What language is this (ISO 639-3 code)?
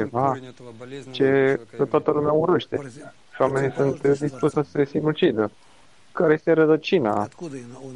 ron